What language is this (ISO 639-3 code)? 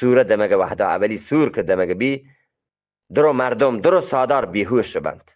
bgp